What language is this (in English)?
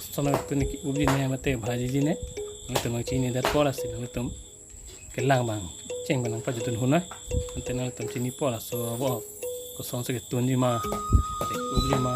Karbi